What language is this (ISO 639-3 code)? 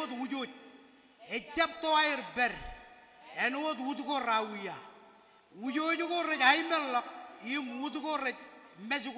mah